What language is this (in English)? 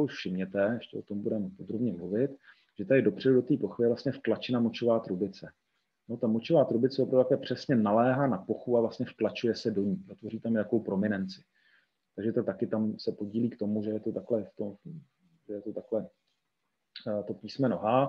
Czech